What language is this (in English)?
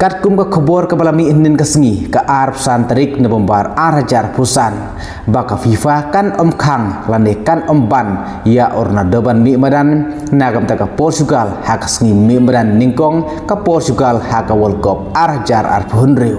Khasi